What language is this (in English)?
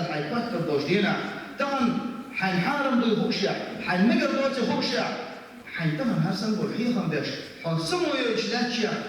Chechen